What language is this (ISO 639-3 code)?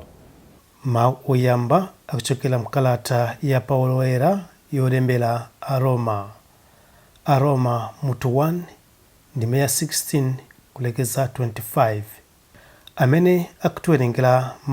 nya